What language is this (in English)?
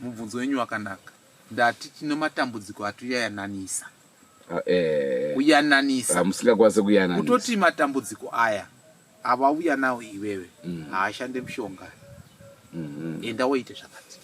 Shona